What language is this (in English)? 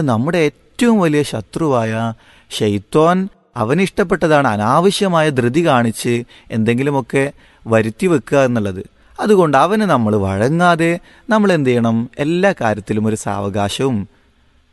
Malayalam